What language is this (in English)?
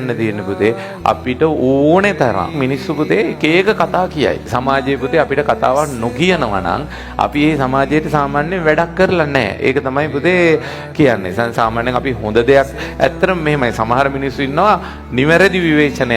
Sinhala